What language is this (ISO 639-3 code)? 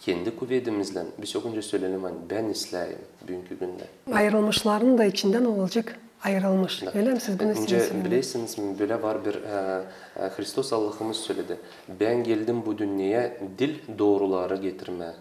gag